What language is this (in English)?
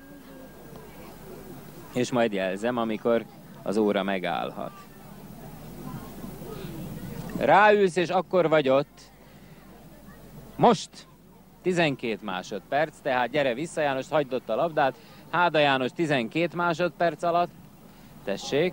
Hungarian